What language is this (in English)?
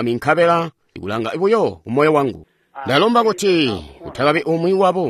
Tonga (Zambia)